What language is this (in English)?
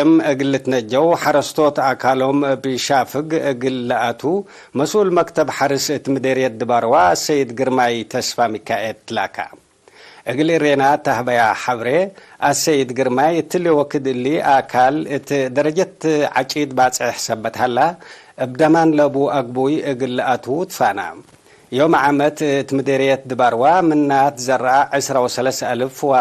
Tigre